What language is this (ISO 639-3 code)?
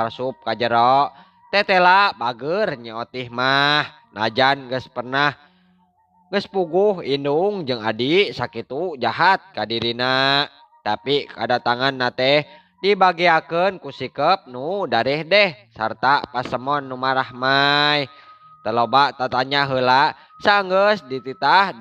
sun